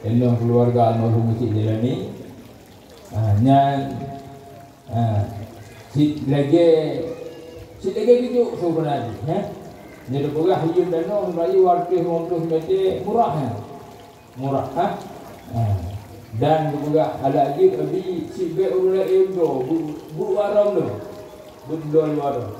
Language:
Achinese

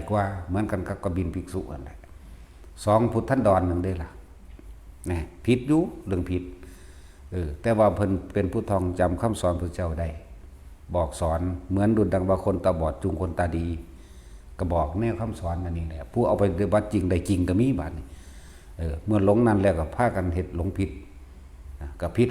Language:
Lao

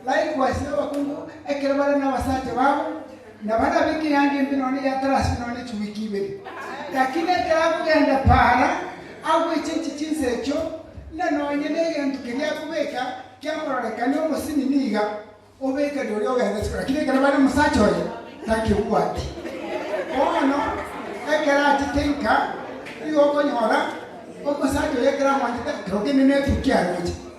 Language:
Gusii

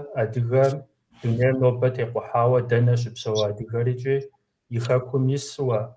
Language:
Kabardian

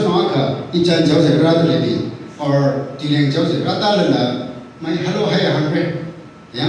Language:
Tangkhul Naga (India)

